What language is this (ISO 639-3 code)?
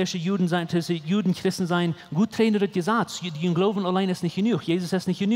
pdt